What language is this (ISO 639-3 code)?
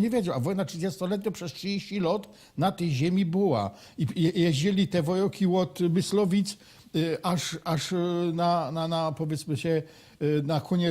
szl